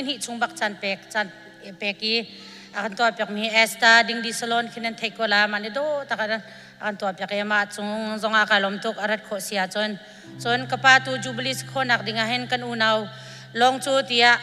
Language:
Hakha Chin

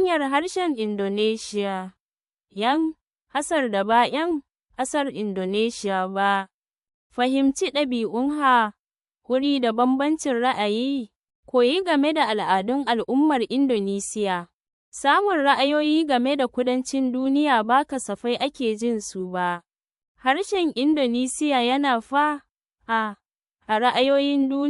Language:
Hausa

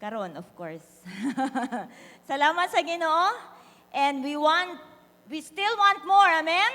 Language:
Cebuano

